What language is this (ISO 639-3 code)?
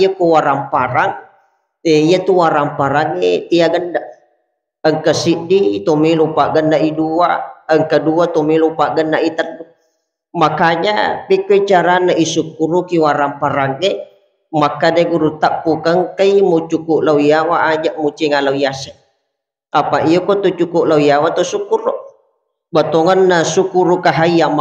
bug